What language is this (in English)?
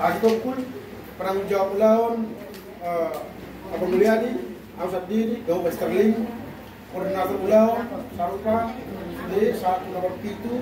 Batak Toba